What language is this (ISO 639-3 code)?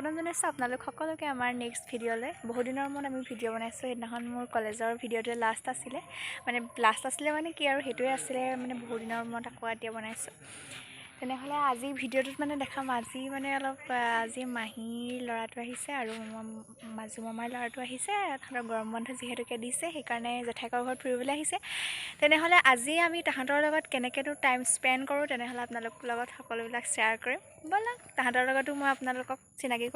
asm